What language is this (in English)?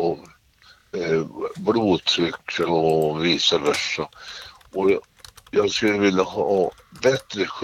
Swedish